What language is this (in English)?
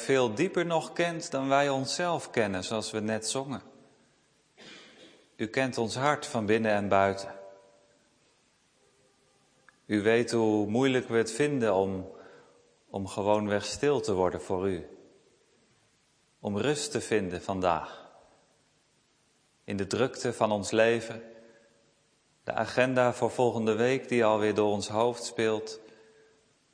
Dutch